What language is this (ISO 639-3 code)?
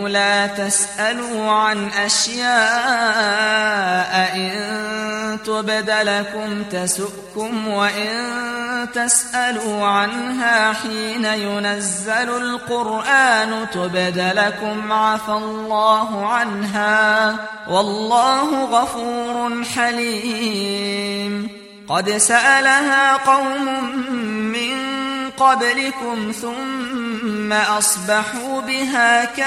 ara